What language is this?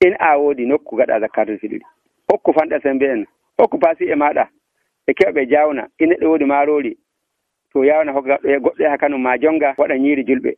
Nigerian Fulfulde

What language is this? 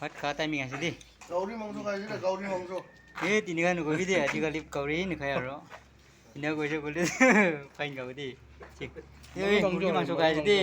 Naga Pidgin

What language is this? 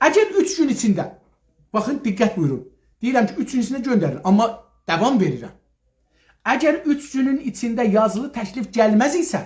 South Azerbaijani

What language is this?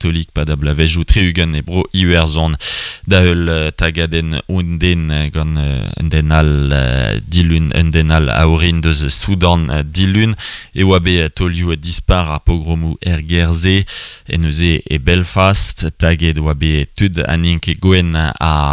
Breton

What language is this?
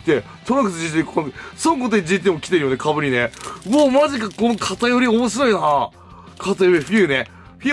Japanese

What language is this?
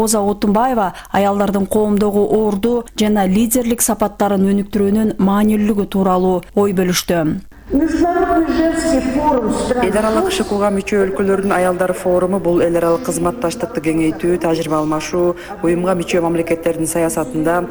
Kyrgyz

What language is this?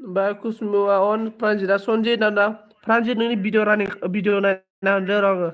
Bodo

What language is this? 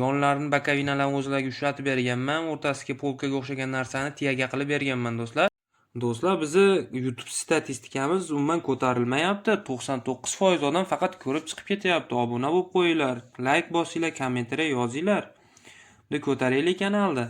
Uzbek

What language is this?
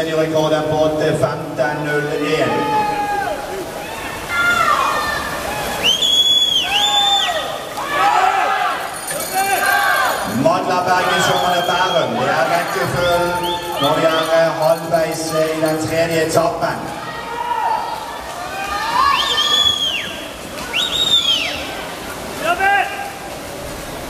Norwegian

